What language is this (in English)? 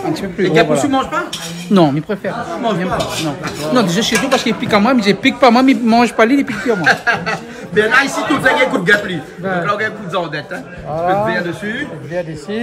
Réunion Creole French